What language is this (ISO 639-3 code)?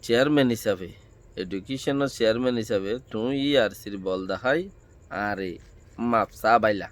rhg